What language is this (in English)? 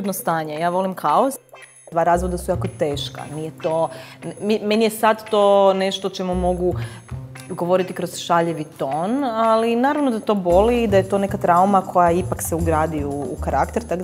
Croatian